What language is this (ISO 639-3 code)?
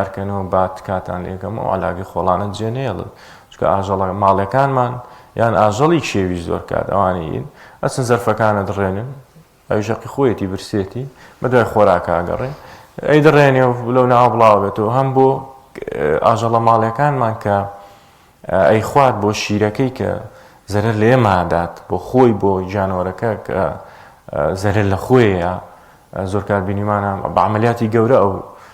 ckb